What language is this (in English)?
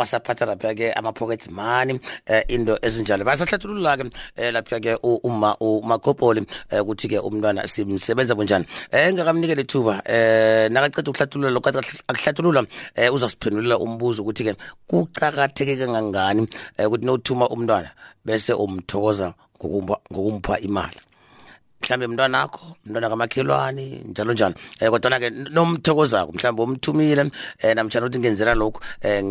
South Ndebele